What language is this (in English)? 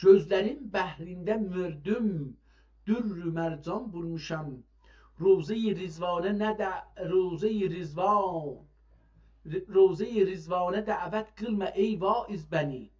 South Azerbaijani